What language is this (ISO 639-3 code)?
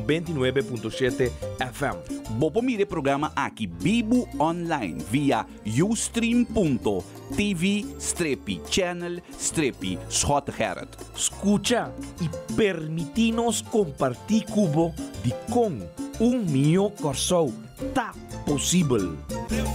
pap